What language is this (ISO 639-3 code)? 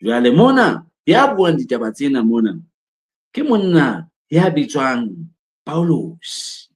sot